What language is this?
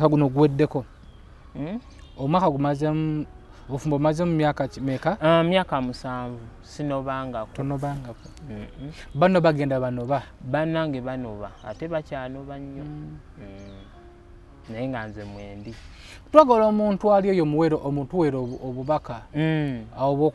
Ganda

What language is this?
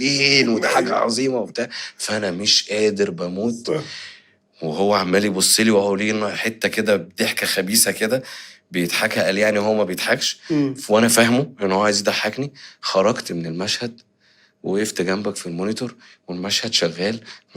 Egyptian Arabic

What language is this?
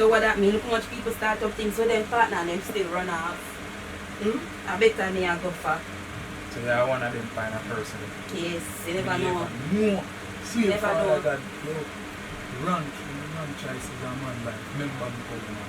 Jamaican Creole English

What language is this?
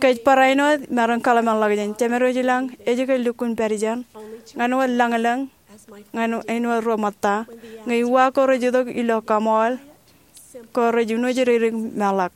Marshallese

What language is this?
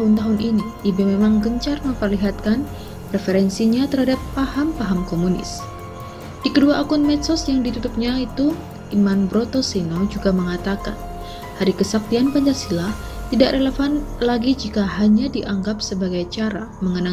Indonesian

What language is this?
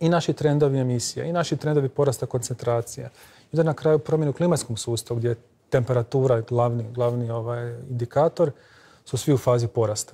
Croatian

